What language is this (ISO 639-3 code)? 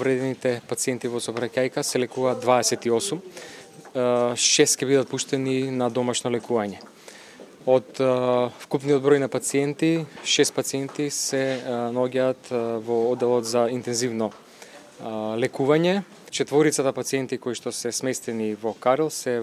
mkd